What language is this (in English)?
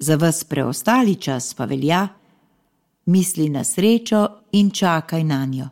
Slovenian